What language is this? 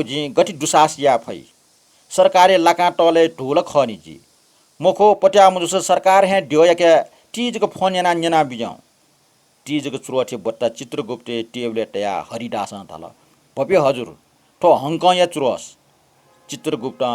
Newari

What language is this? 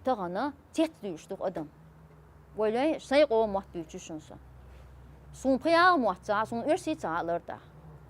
Chechen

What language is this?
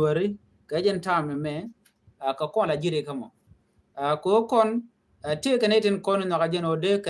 Nuer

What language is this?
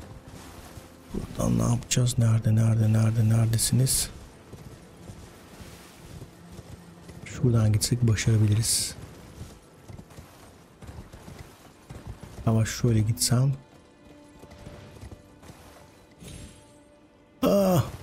Turkish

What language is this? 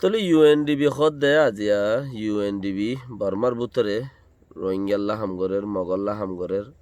Rohingya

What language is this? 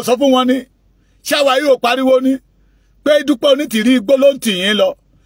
Yoruba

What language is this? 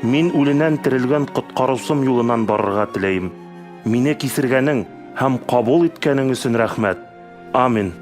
Bashkir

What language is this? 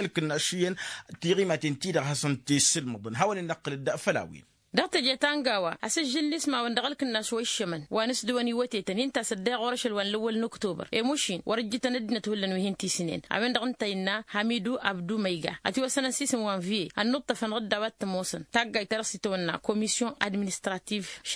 Tamasheq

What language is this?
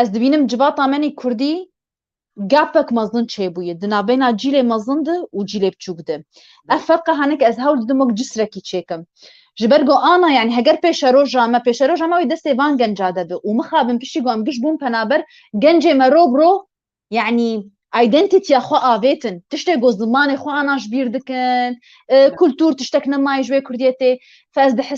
Kurdish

